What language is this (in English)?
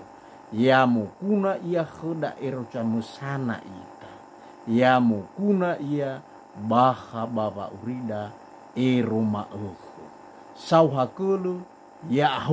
Nias